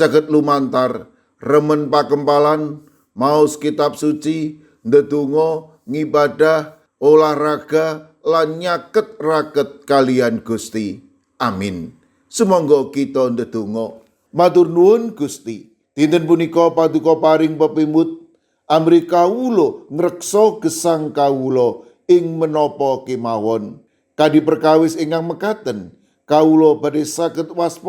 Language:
Javanese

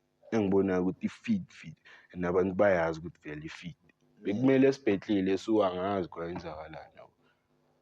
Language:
Zulu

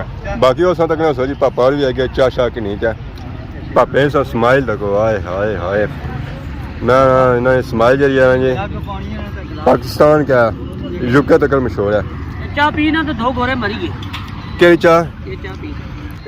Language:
Pahari-Potwari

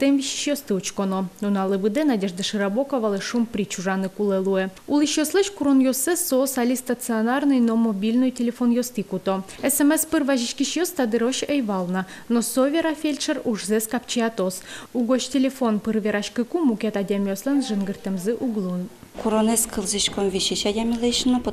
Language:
Udmurt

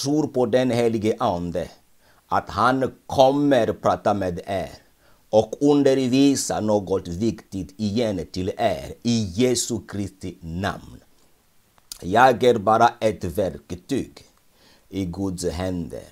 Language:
Swedish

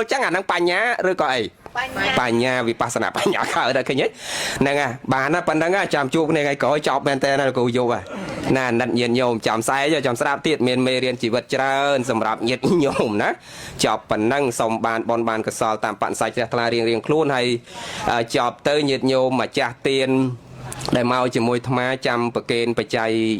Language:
Khmer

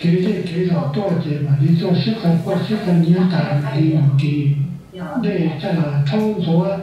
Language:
Hmong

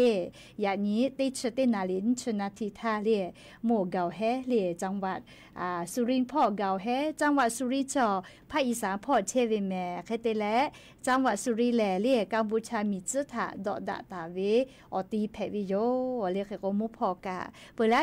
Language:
Lahu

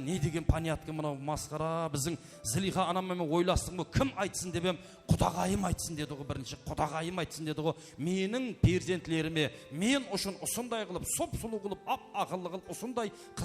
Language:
Kara-Kalpak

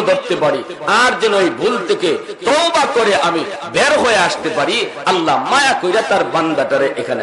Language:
Bangla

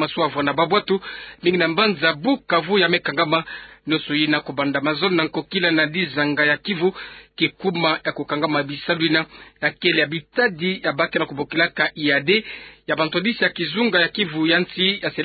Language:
Kituba (Democratic Republic of Congo)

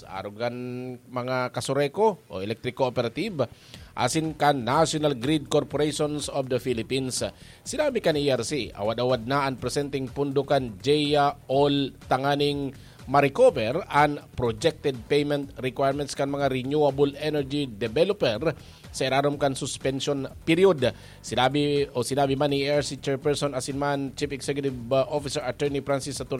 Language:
Bikol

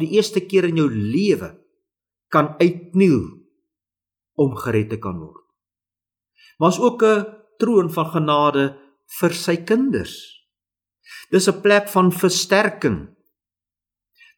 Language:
Afrikaans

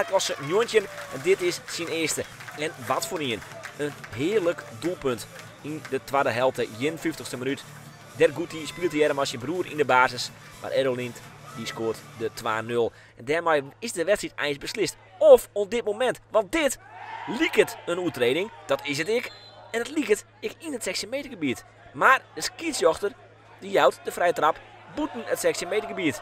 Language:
Western Frisian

